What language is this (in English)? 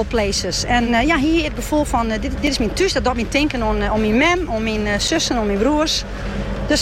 Dutch